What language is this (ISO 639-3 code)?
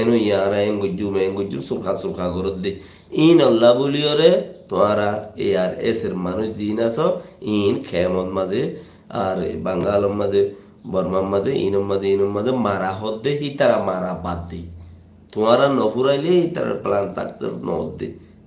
rhg